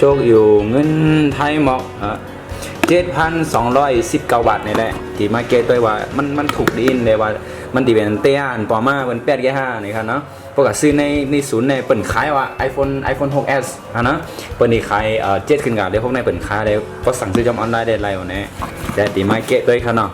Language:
Shan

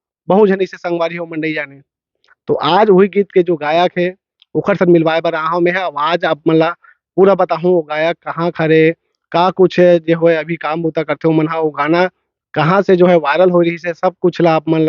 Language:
Chhattisgarhi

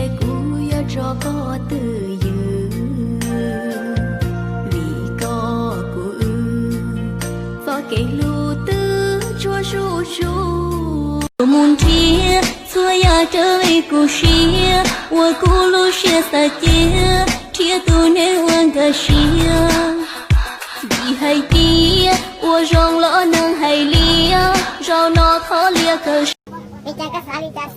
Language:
Hmong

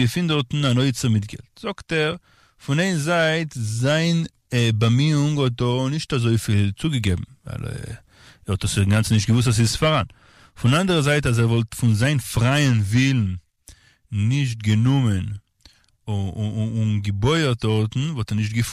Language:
Yiddish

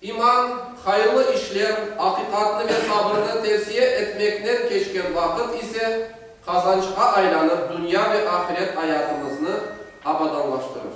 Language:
Crimean Tatar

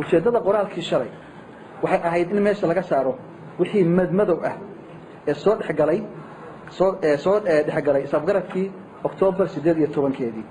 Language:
Somali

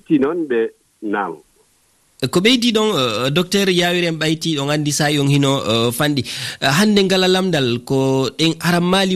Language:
Fula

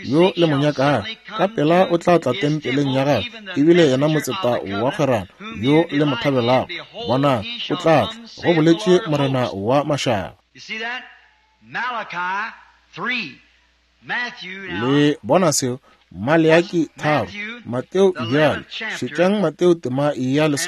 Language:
Northern Sotho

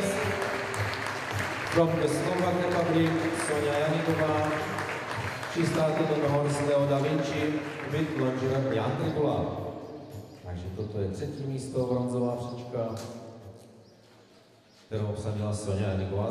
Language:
Czech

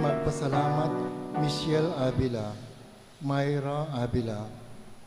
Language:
Pampanga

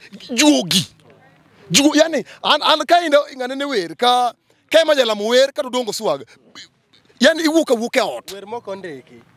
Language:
Luo (Kenya and Tanzania)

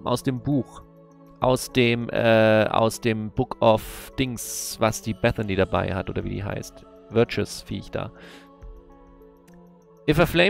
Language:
German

